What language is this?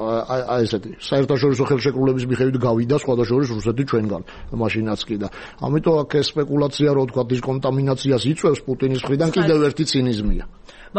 Georgian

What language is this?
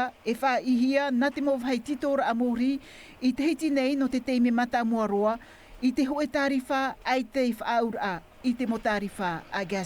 Tahitian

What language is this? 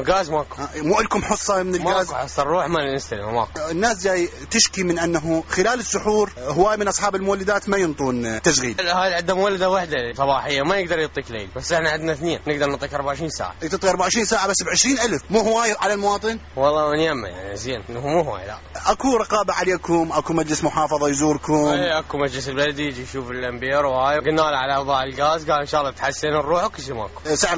Mesopotamian Arabic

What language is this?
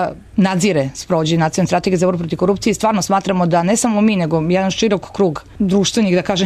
Serbian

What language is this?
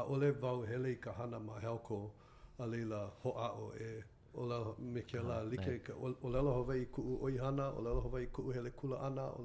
Hawaiian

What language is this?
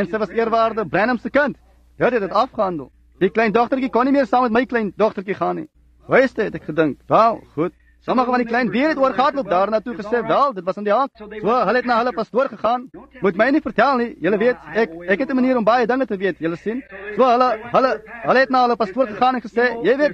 Afrikaans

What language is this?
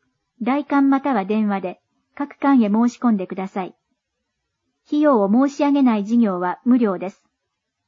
Japanese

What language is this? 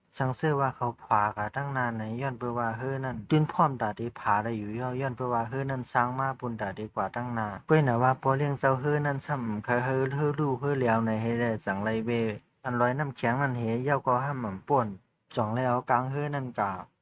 Shan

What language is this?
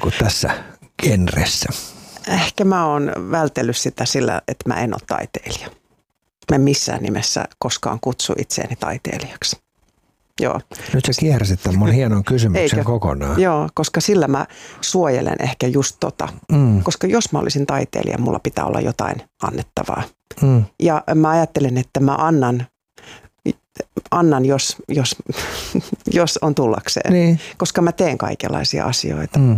Finnish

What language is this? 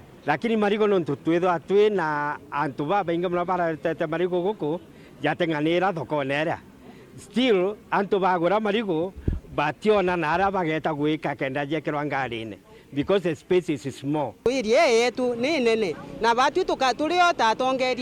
Meru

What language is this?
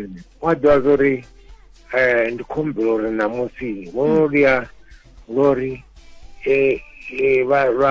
Venda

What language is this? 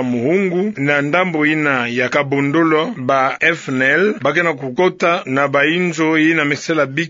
Kituba (Democratic Republic of Congo)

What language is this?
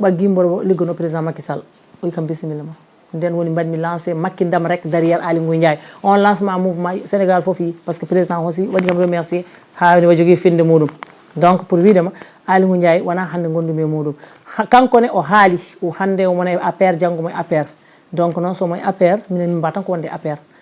Fula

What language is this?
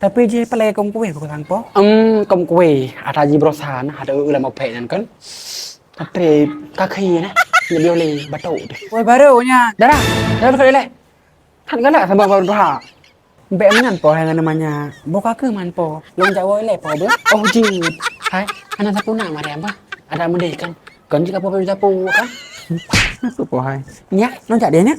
Achinese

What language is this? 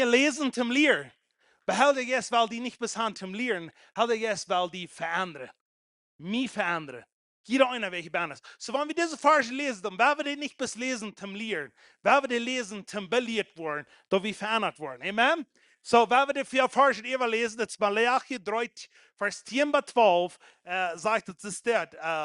Plautdietsch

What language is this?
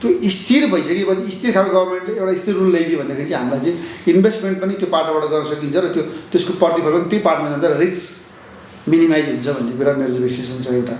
Nepali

